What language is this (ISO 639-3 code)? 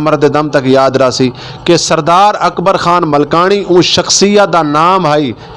skr